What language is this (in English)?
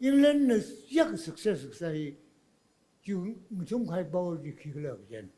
Tangkhul Naga (India)